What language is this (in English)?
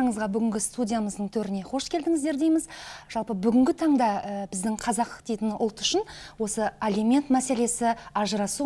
Kazakh